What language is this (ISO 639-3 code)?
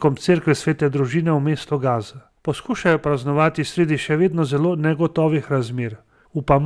slv